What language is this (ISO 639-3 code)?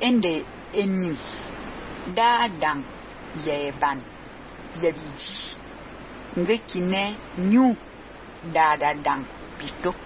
fan